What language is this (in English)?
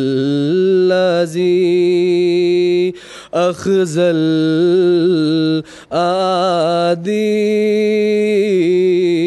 Urdu